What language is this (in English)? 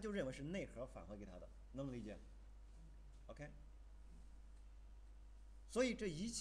Chinese